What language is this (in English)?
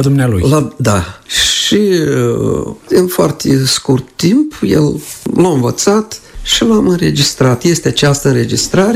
Romanian